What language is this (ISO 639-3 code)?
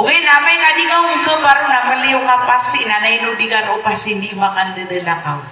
mrw